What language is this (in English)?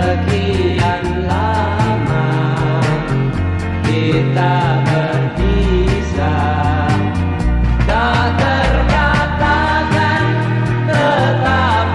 Indonesian